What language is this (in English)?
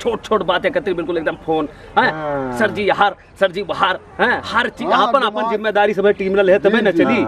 Awadhi